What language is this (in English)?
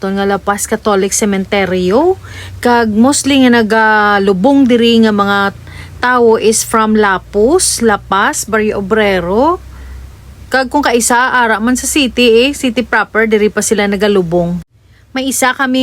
Hiligaynon